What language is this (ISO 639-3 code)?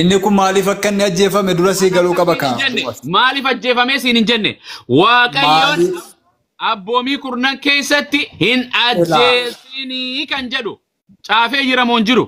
orm